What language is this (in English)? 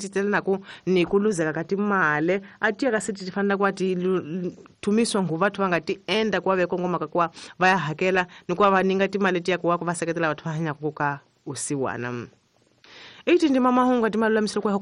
Tsonga